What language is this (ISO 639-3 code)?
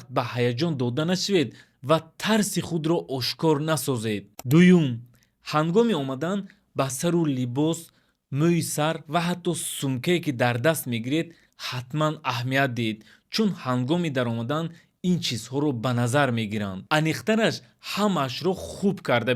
tgk